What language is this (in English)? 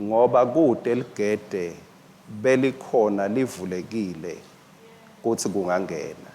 Swati